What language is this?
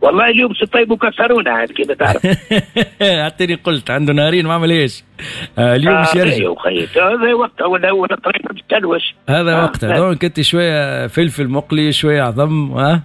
Tunisian Arabic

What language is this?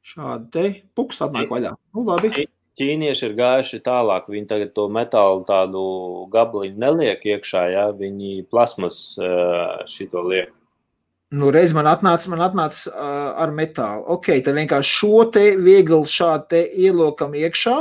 Latvian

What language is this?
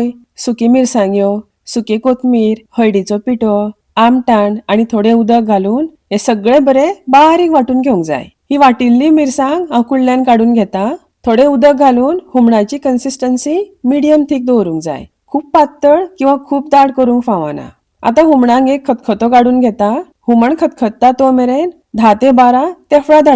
Konkani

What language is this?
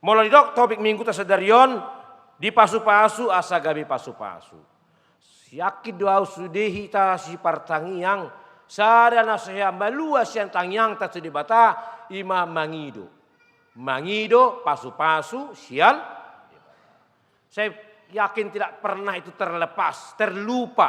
Batak Toba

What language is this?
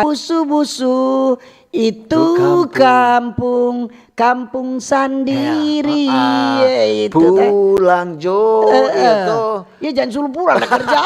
Manado Malay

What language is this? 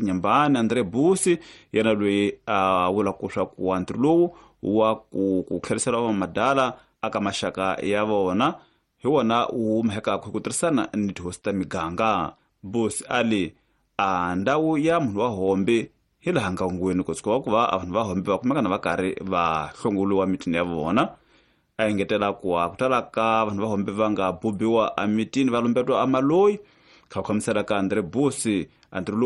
Tsonga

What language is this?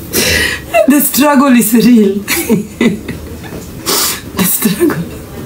Swahili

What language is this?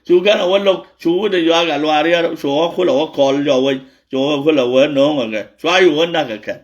Nuer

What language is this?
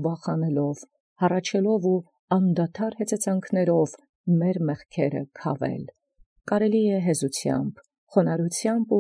Armenian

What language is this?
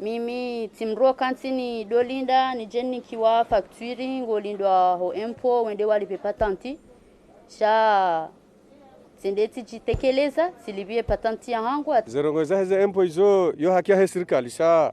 Ngazidja Comorian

